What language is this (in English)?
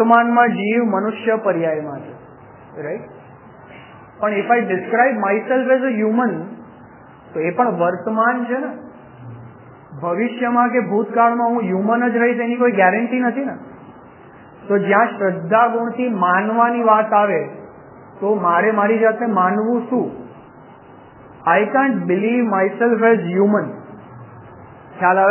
Gujarati